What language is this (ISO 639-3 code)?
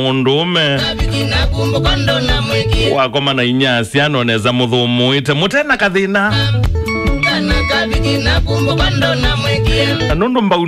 kam